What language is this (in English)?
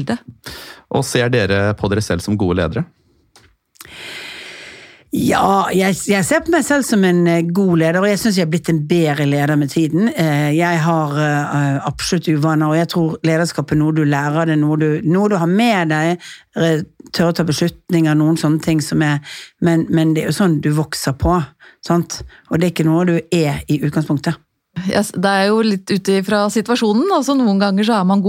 Norwegian